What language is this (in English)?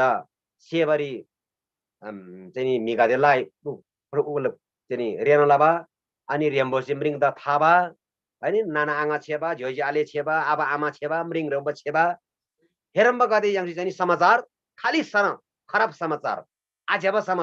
Eastern Tamang